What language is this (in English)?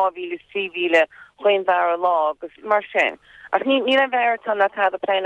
Irish